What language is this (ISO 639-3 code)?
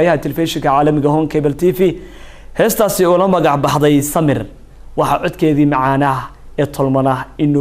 som